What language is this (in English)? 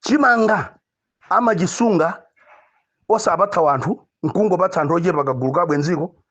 Nyanja